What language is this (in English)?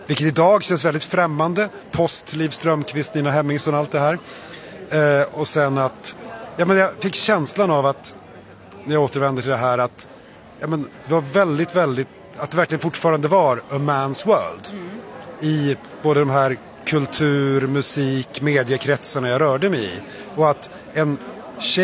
Swedish